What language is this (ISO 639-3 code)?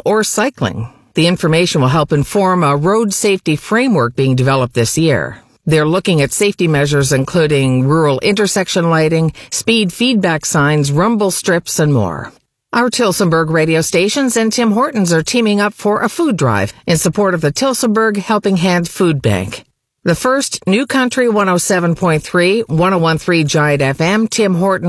eng